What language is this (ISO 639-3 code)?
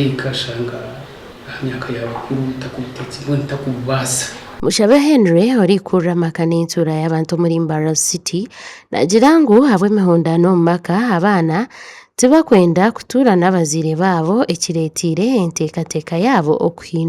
nyn